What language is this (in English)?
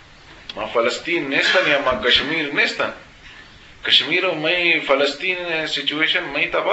Eastern Balochi